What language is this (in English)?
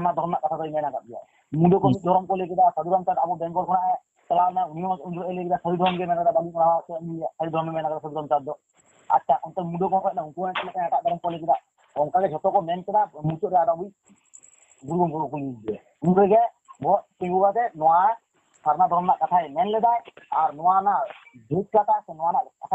Santali